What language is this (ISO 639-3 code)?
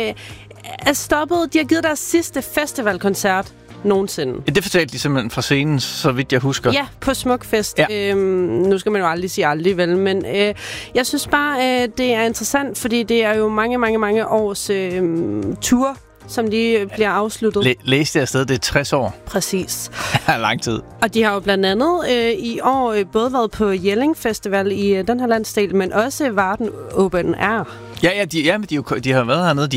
dan